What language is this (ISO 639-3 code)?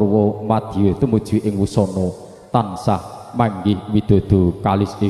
jav